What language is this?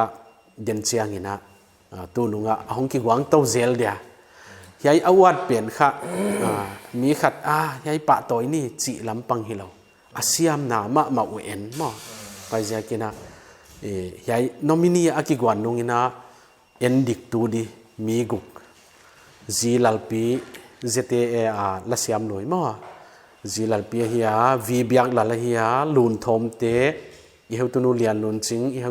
Paite Chin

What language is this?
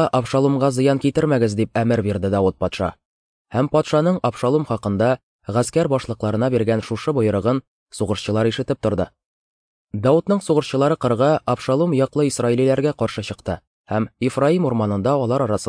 Tatar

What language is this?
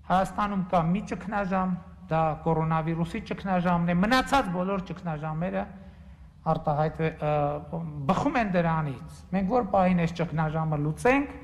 Armenian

